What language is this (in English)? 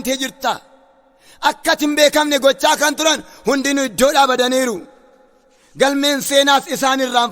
Oromo